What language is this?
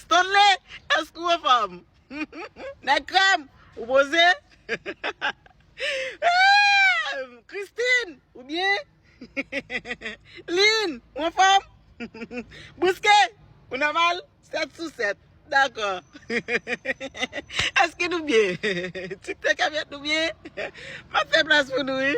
Haitian Creole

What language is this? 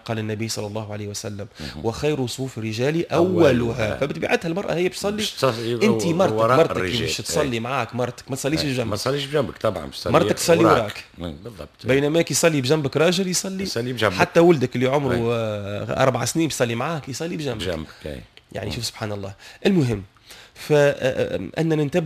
Tunisian Arabic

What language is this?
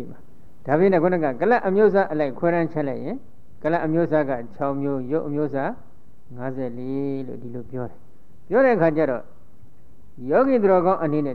Burmese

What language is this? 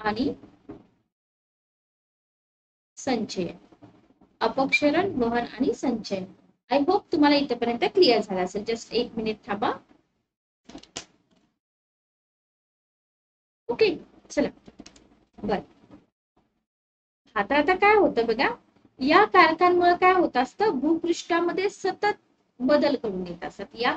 Marathi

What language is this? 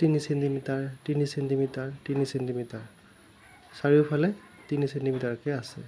Assamese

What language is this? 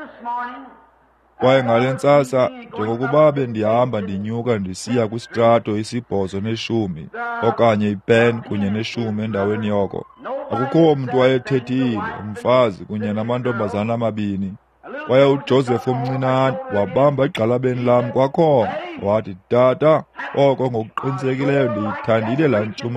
Xhosa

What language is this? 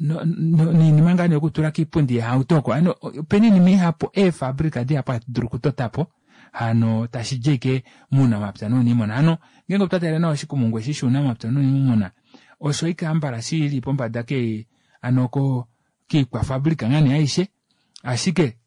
Kuanyama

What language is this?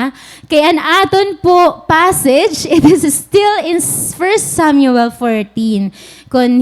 Waray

